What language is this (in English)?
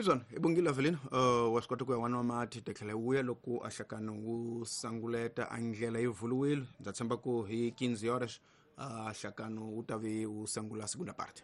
Tsonga